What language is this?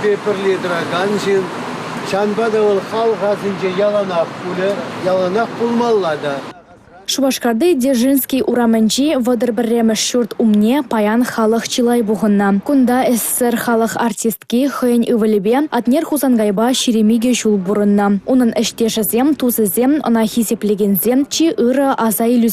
Chuvash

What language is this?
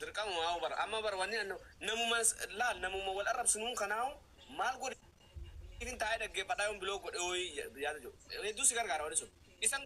Oromo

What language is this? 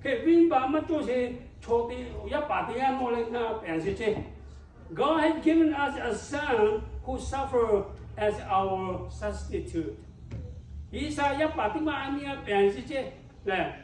Lahu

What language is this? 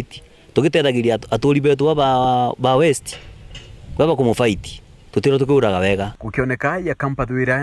Meru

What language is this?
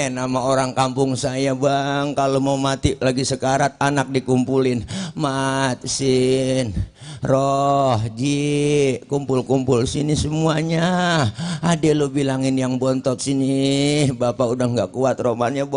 Betawi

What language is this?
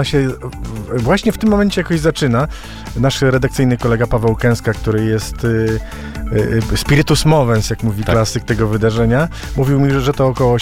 Polish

